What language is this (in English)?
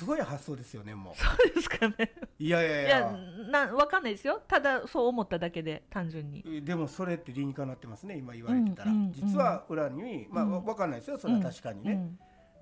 Japanese